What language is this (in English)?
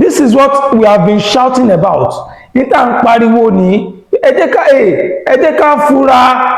Yoruba